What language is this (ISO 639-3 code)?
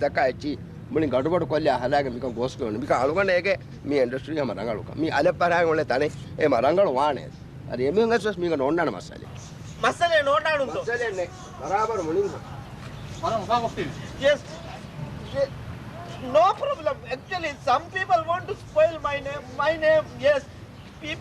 div